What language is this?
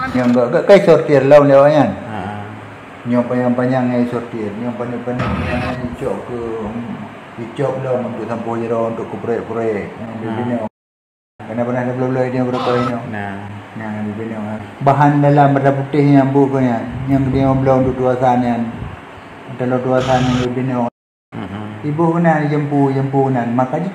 Achinese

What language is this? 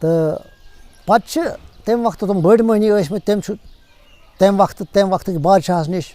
Kashmiri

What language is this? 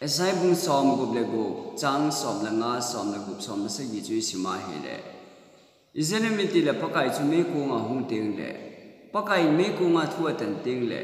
Thado Chin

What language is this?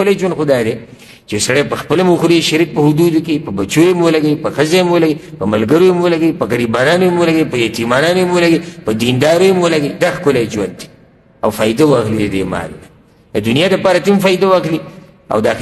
Pashto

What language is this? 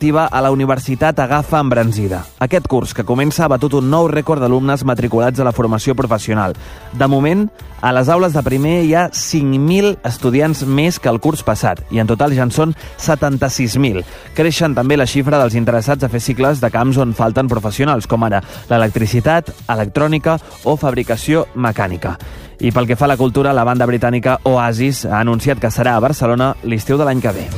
Catalan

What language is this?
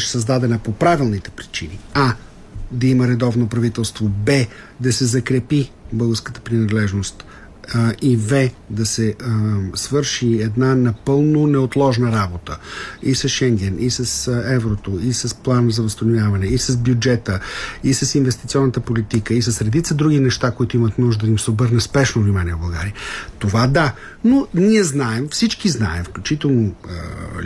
Bulgarian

